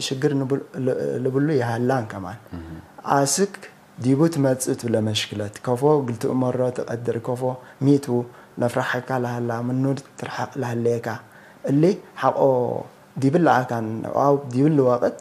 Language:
Tigre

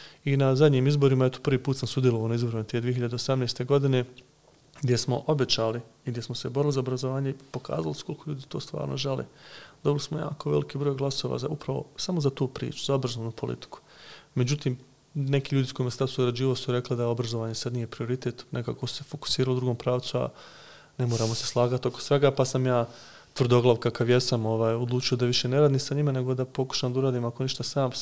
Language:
Serbian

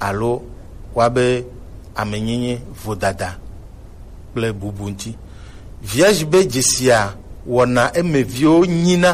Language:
Gen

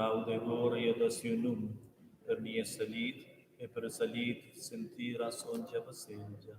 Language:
Romansh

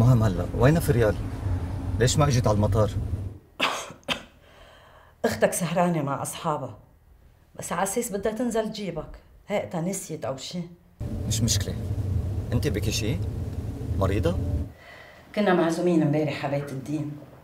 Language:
North Levantine Arabic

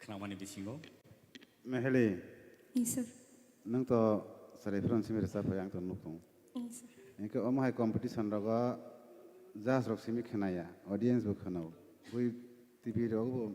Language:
Kok Borok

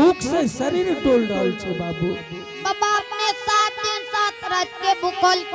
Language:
Angika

